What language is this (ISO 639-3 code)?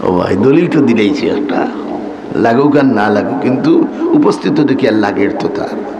syl